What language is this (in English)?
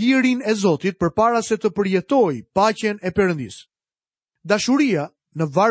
Albanian